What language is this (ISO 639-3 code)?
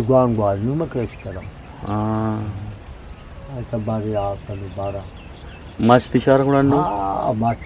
bgp